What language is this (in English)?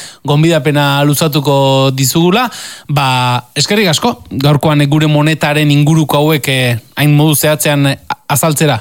Basque